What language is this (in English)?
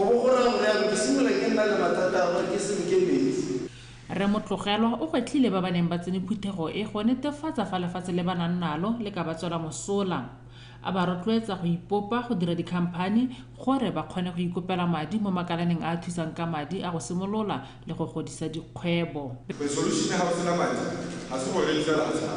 Tswana